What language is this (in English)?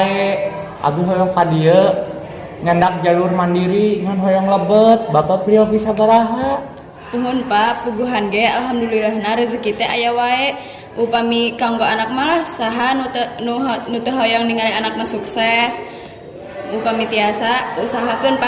Sundanese